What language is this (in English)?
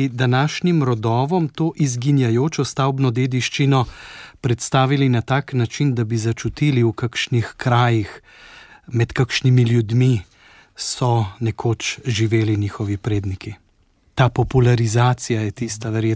Slovenian